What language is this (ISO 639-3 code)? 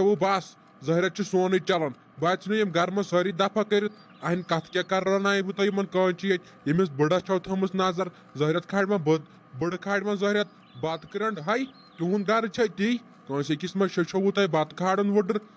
kas